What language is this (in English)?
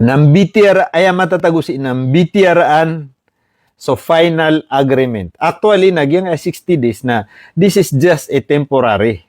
Maranao